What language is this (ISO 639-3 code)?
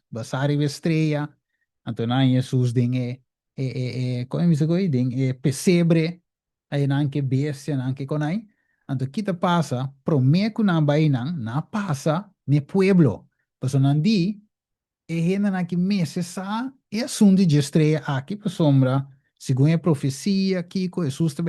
pap